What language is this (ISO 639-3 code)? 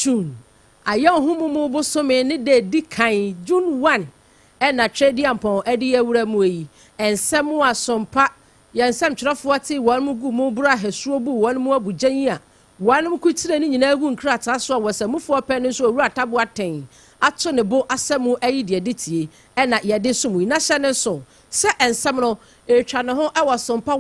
aka